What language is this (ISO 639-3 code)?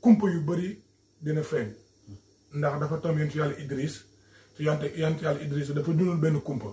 wol